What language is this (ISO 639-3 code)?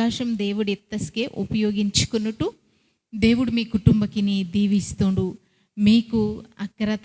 kff